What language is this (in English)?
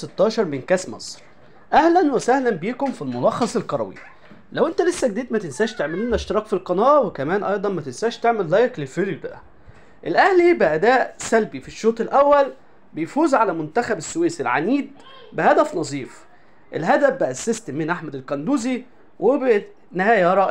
Egyptian Arabic